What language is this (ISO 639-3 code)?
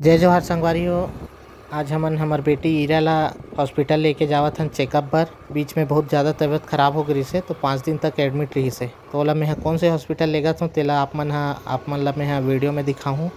hne